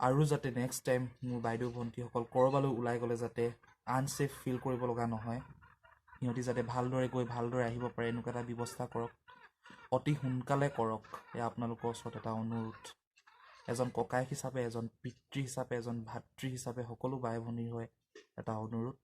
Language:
Assamese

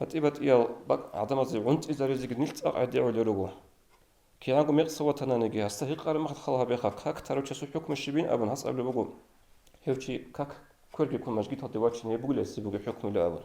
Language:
Avaric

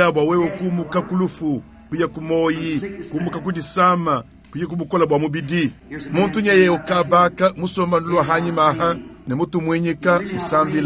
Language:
Luba-Lulua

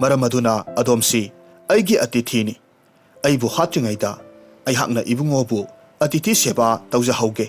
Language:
Manipuri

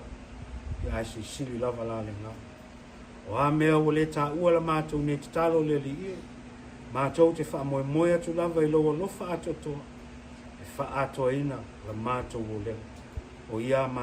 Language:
Samoan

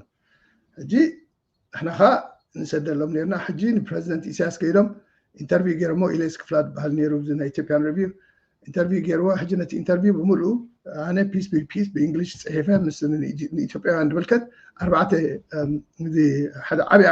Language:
Tigrinya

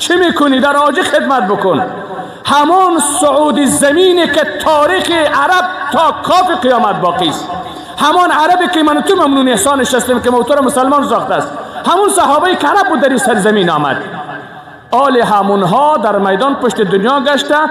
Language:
Persian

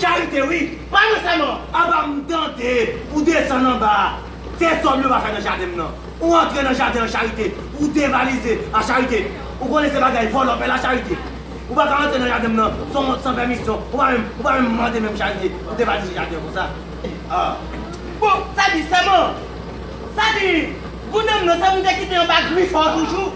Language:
Haitian Creole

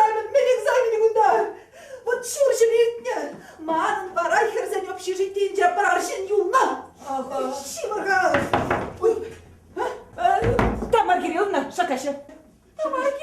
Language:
Chuvash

